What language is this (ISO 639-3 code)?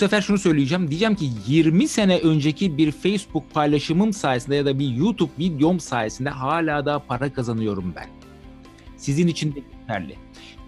tur